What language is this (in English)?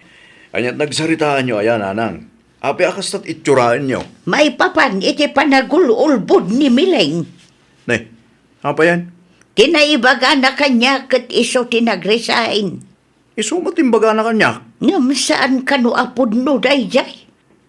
Iloko